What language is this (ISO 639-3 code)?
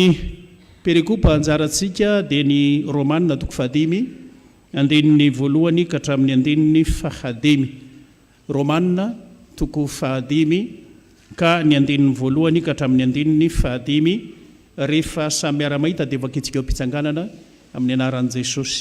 mlg